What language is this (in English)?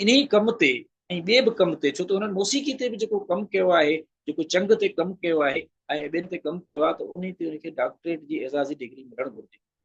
Sindhi